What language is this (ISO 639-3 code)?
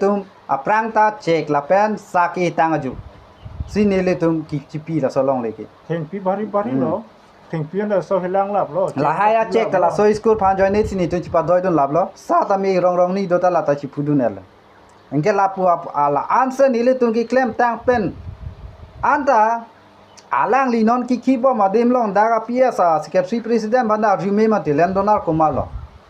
mjw